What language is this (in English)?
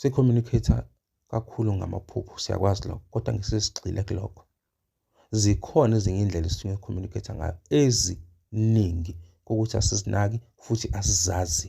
Zulu